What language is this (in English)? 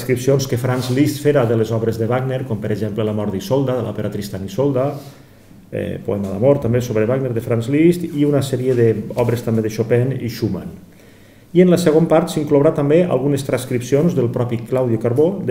Catalan